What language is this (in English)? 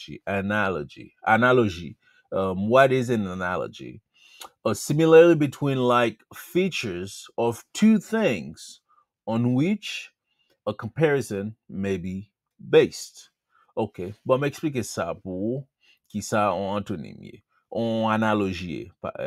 Haitian Creole